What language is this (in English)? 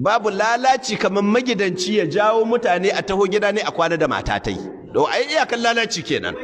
Hausa